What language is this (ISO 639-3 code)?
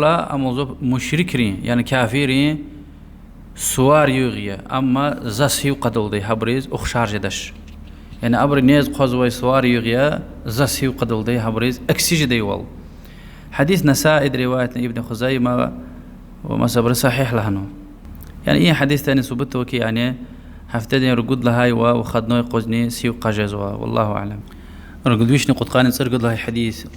lez